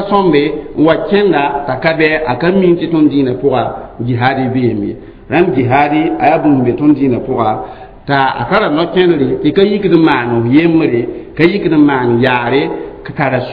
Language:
Mossi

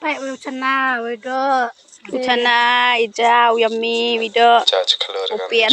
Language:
Khasi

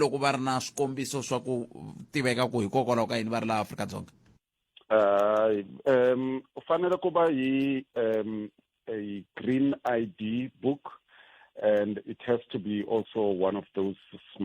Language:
Tsonga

